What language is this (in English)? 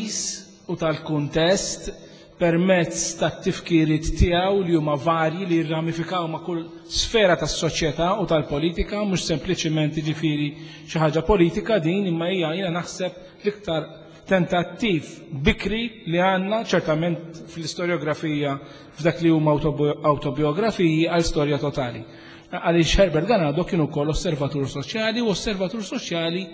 Maltese